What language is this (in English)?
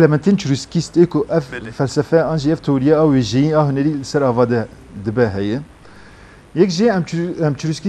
Kurdish